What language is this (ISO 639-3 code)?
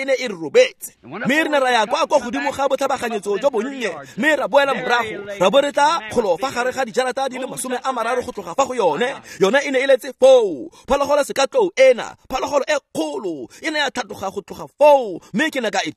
tsn